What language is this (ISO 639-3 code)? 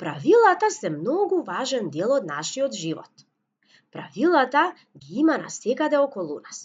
mkd